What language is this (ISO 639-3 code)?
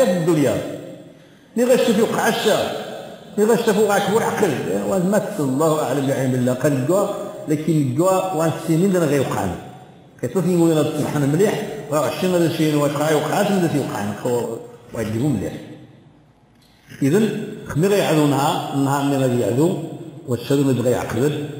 ary